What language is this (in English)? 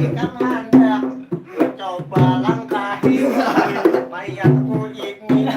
Banjar